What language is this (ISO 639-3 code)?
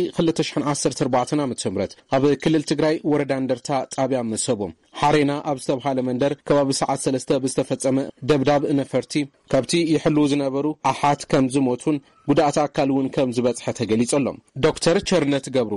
tir